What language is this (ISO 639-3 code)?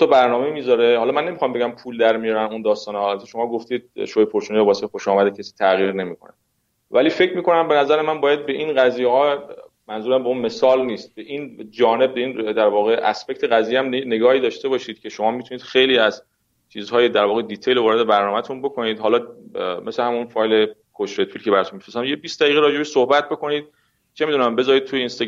fas